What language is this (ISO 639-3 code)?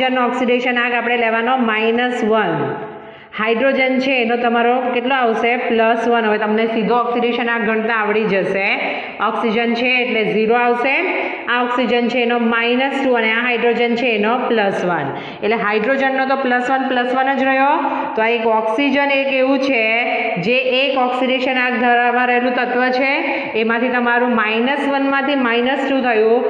guj